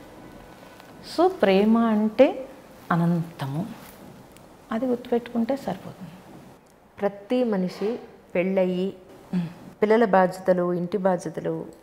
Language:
Telugu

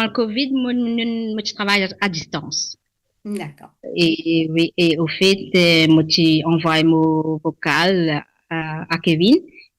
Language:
Morisyen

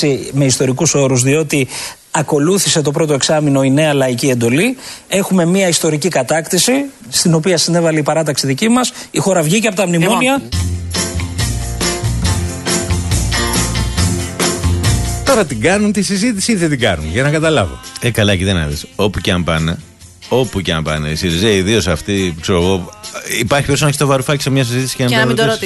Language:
Greek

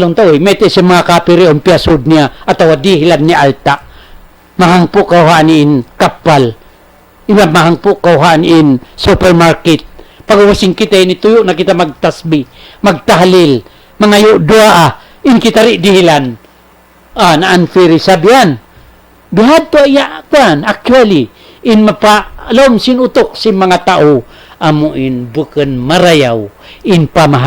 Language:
Tausug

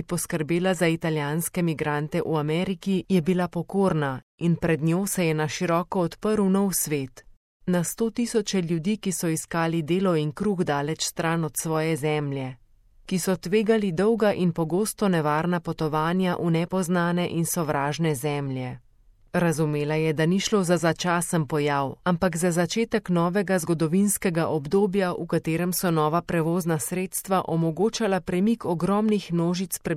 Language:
Slovenian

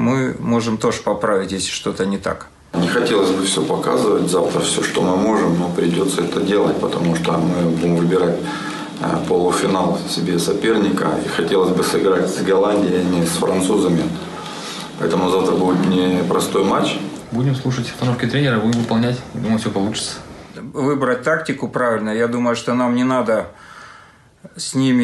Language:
Russian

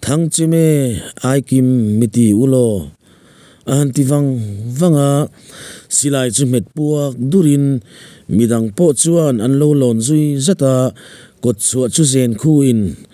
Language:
Mizo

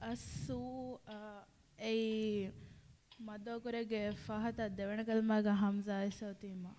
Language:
Divehi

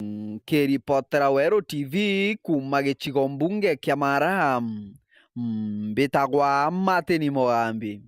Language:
Meru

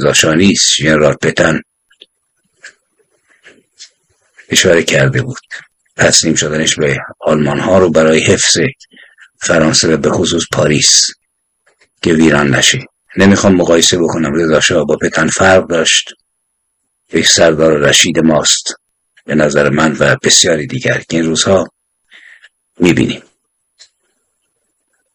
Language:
Persian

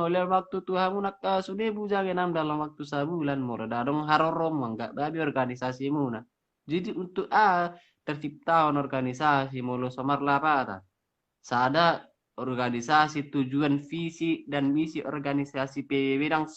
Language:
Batak Toba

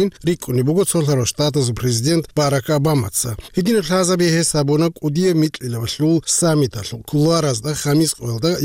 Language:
Avaric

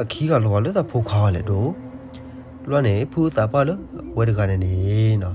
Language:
S'gaw Karen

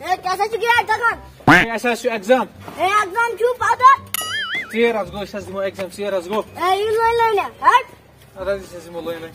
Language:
Kashmiri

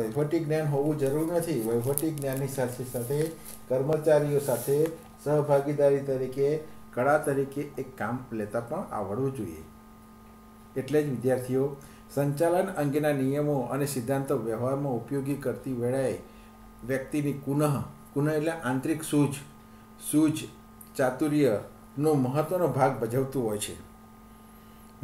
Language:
Gujarati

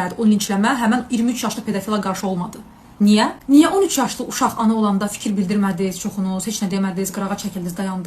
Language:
Azerbaijani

